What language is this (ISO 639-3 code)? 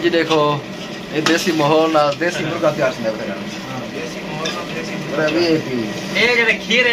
skr